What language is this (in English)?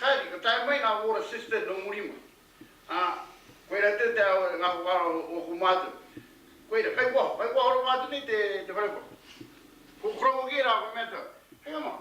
Māori